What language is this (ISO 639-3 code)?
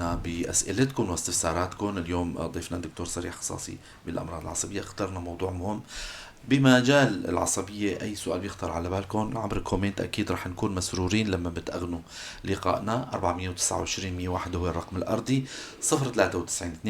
apc